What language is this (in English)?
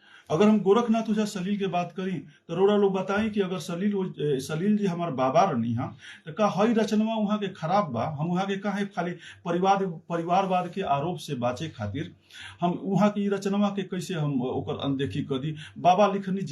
Bhojpuri